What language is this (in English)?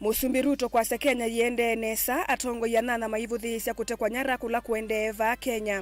Kamba